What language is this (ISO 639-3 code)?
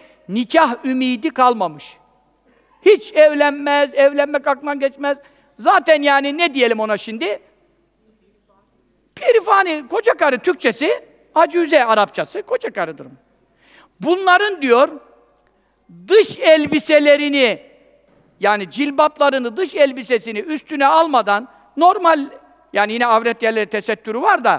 tur